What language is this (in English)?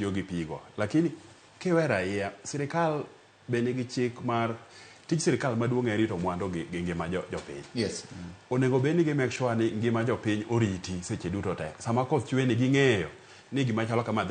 Luo (Kenya and Tanzania)